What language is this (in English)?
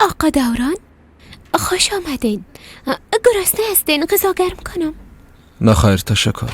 Persian